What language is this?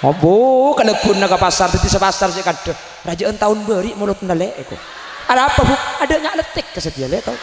Madurese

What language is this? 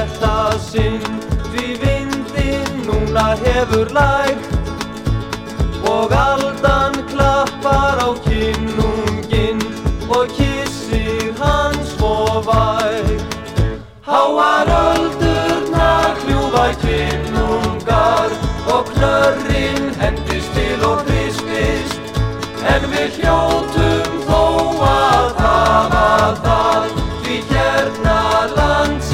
Icelandic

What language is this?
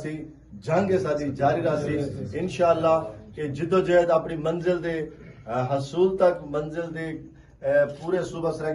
Saraiki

